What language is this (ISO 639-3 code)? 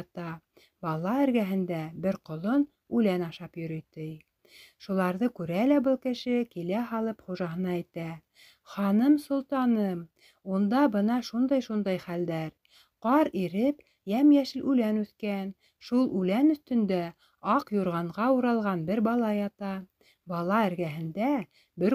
bak